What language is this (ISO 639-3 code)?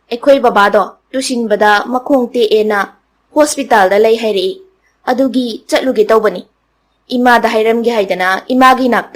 mni